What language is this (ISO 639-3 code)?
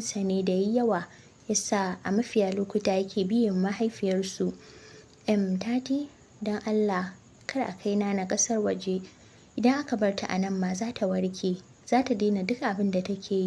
hau